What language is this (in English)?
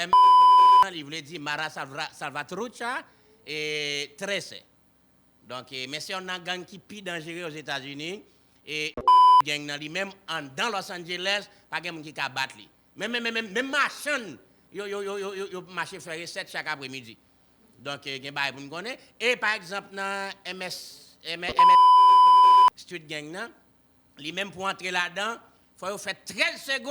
Haitian Creole